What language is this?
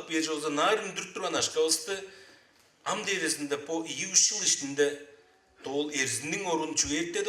Tuvinian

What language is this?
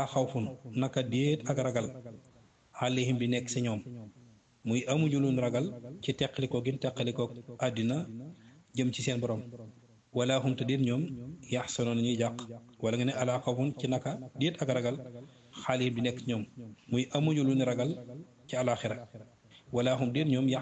Wolof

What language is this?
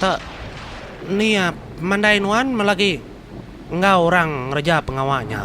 Iban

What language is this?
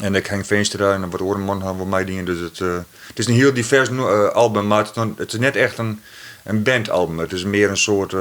Western Frisian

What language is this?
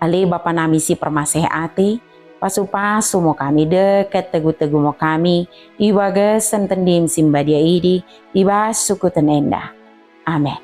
Batak Dairi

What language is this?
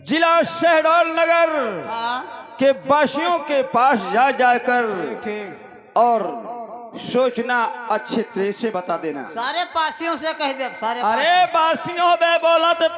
Awadhi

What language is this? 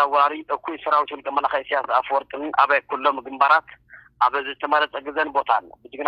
Tigrinya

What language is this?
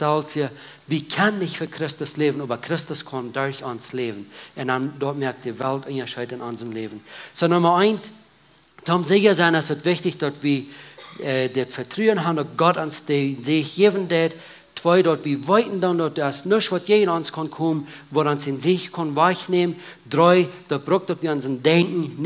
Plautdietsch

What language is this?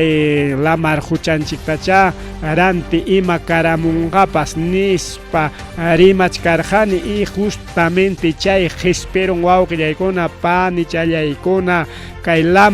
Ayacucho Quechua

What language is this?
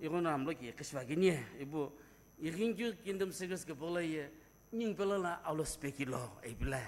Sumi Naga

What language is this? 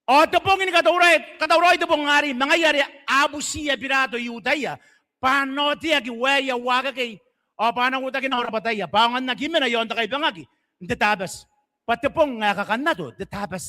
Gilbertese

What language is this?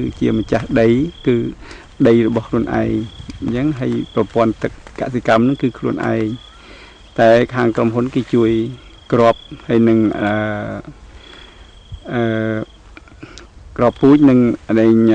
Khmer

